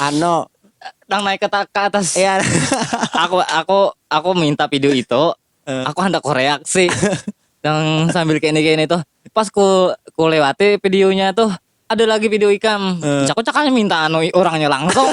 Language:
Banjar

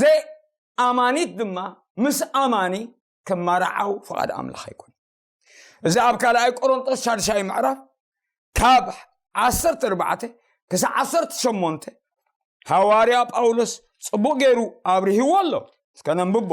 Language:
Tigrinya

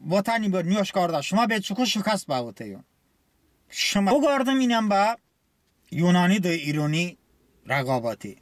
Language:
Talysh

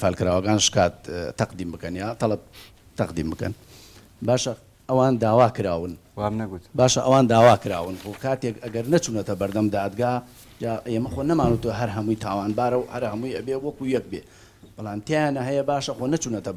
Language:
Central Kurdish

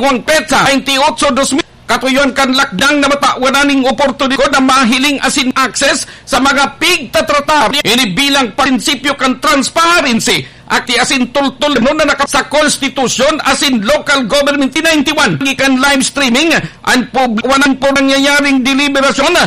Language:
Bikol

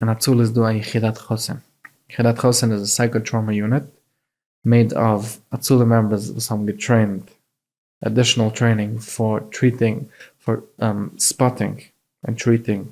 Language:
Yiddish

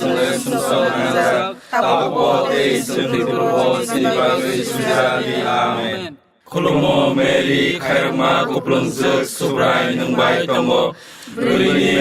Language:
Kok Borok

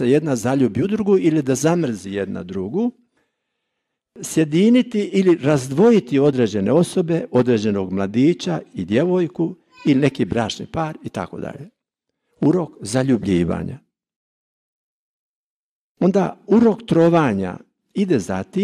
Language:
Croatian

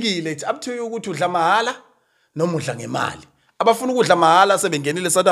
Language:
Zulu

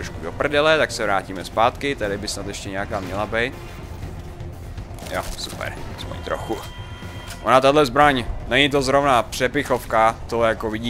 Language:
Czech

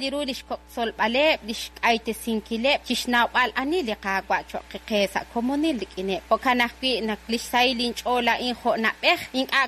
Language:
Kekchí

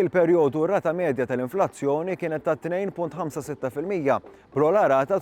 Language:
Maltese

